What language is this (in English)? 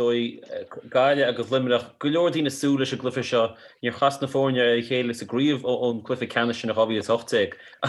Irish